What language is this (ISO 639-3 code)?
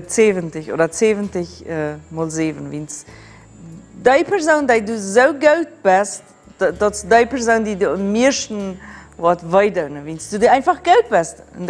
pdt